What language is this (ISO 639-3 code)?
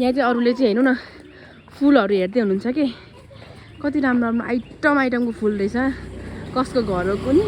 nep